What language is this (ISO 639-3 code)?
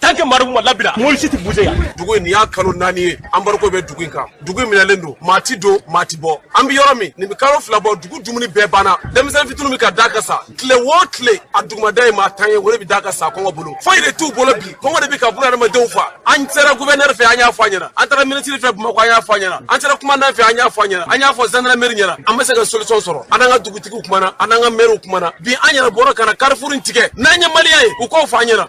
bam